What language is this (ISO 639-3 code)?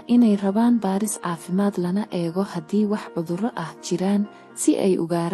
som